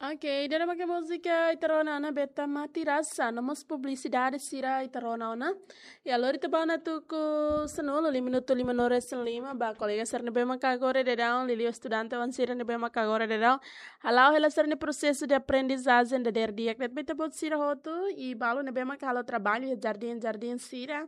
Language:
Tetum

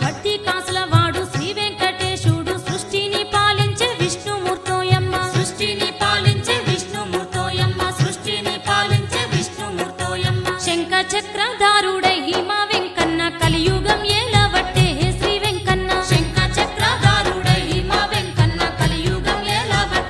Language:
Telugu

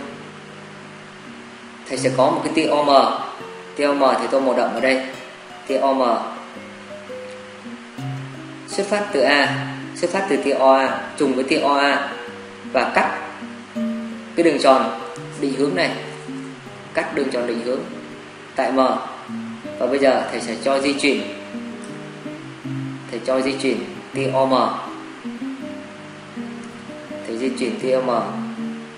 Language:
Vietnamese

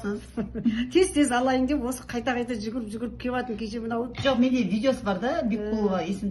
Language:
Kazakh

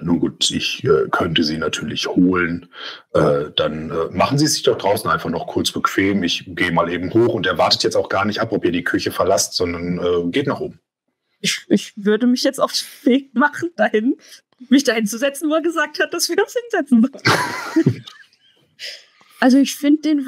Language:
German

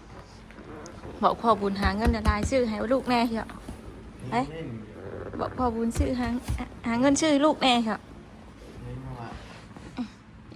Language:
Northeastern Thai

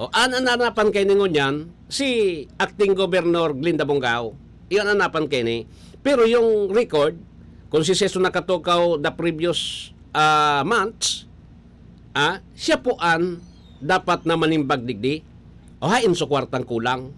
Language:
Bikol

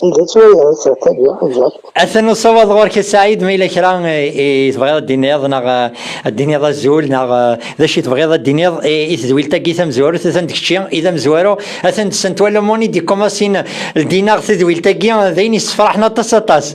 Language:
Kabyle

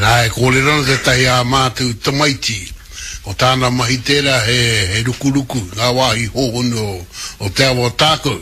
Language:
Māori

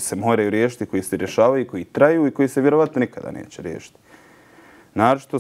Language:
Bosnian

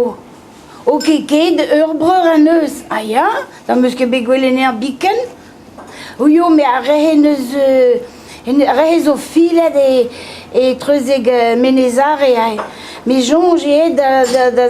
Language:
Breton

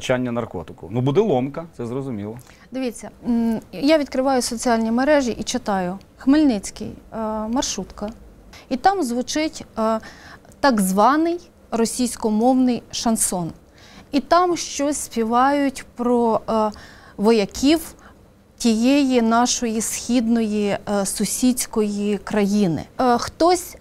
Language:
Ukrainian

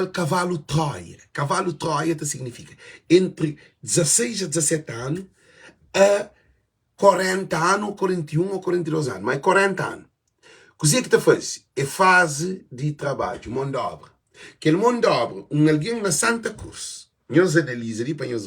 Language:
Kabuverdianu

